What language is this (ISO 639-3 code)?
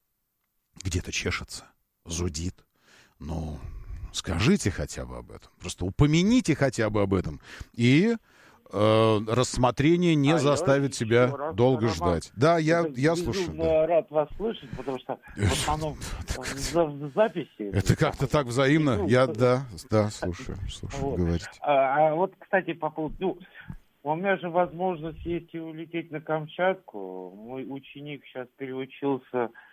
rus